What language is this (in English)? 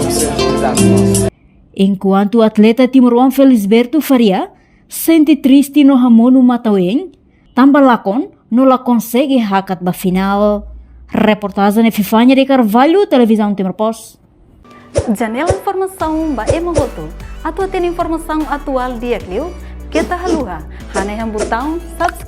Tetum